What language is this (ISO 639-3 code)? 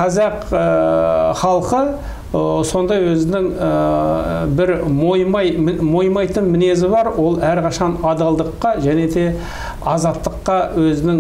kaz